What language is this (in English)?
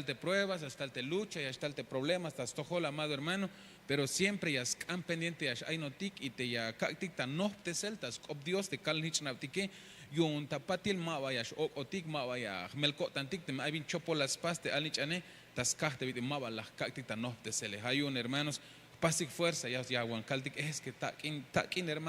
Tzeltal